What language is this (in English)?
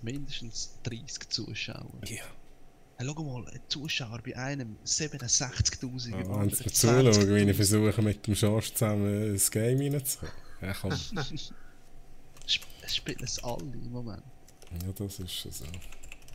Swiss German